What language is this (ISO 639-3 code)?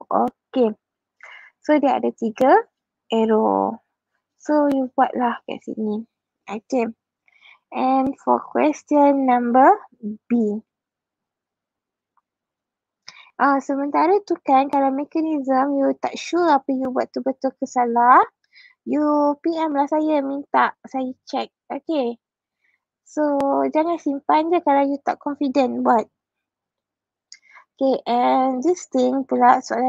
msa